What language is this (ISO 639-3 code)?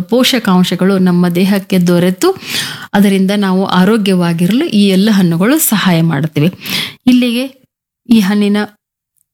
kan